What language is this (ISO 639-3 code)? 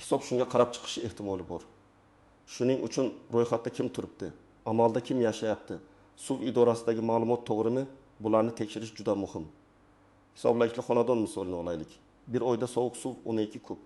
uzb